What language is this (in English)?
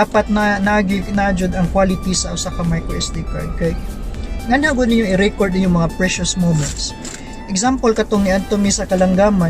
Cebuano